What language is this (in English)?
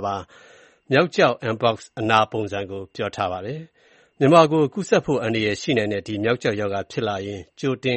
Burmese